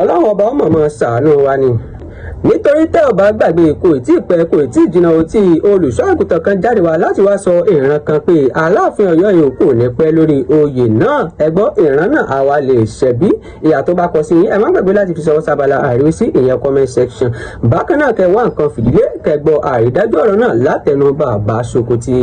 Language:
Yoruba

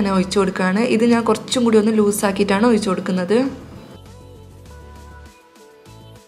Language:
Malayalam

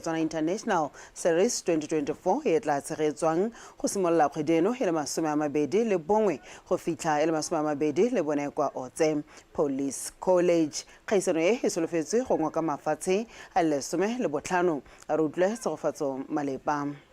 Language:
Tswana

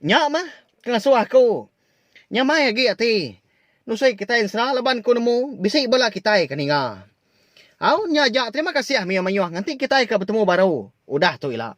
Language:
Iban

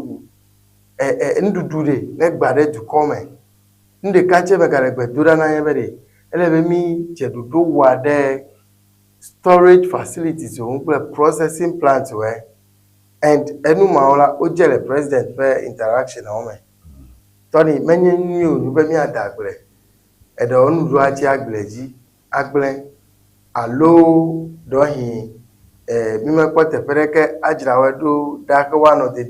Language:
Ewe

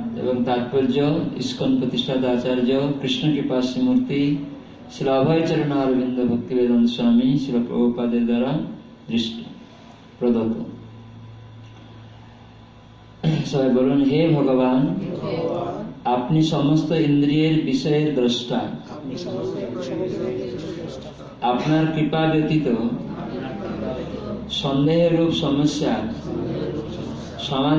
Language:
Bangla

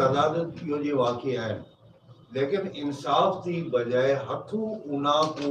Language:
Saraiki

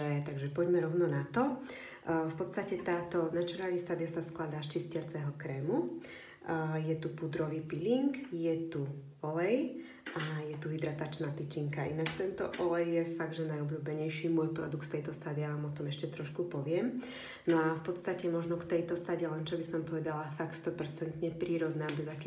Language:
Slovak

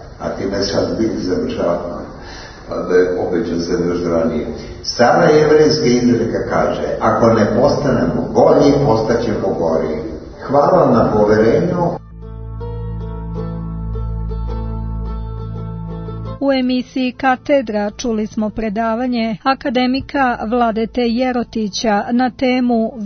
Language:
Serbian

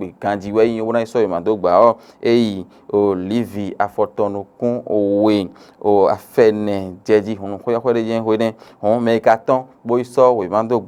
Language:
Fon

